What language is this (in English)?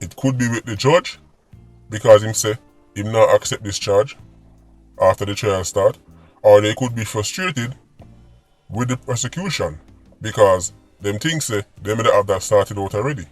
Jamaican Creole English